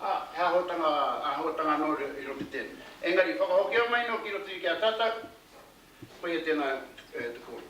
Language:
Māori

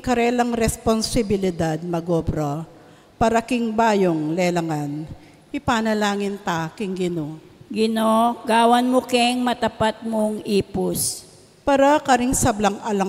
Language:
Pampanga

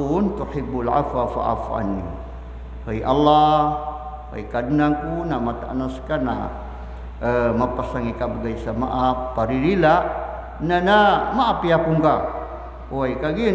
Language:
Maranao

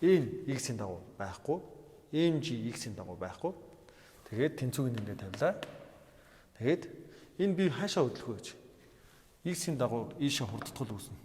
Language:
Mongolian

